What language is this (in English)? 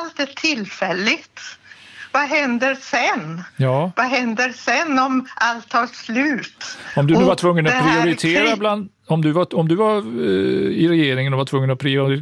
Swedish